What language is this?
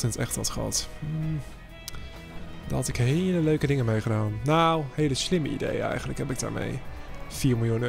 Dutch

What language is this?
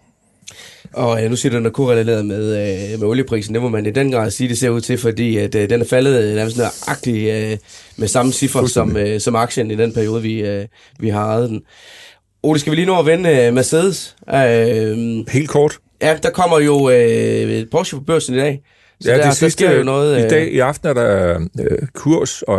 Danish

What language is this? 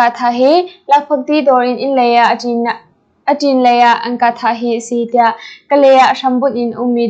Hakha Chin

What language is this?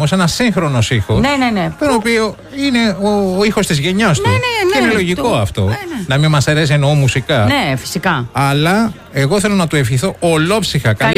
Greek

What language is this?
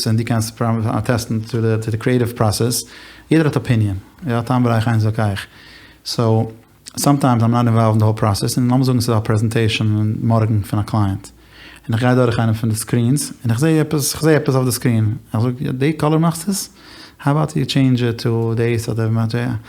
Yiddish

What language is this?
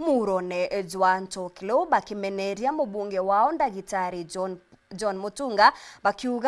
Meru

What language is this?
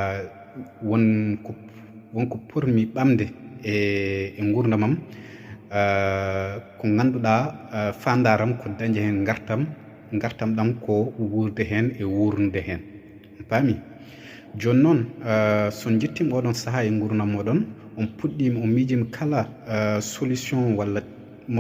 Fula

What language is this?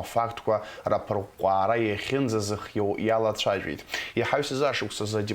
Abkhazian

